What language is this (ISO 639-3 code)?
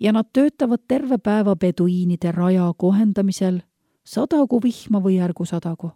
est